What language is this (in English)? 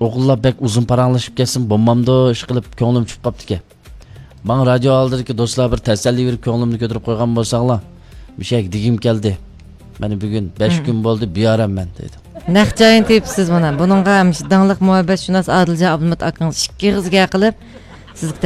Uyghur